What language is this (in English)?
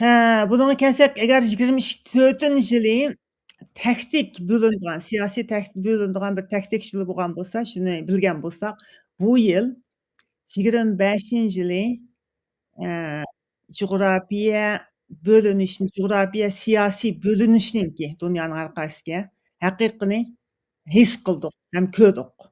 Uyghur